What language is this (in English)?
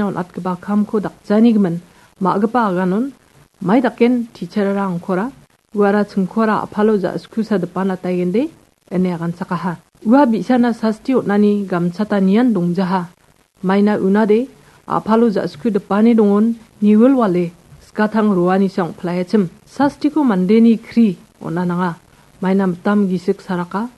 Garo